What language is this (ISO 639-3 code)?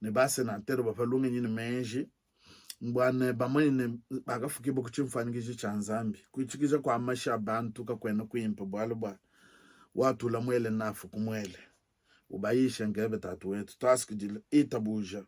lua